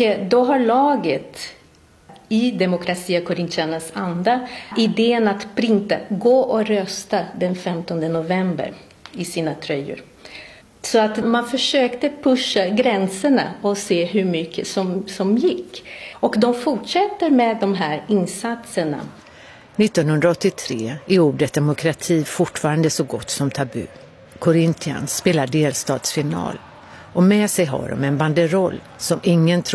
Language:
Swedish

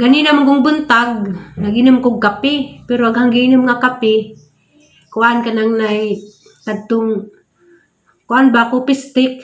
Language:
Cebuano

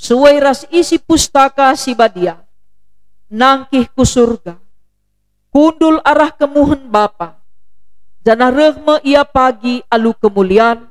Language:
Batak Karo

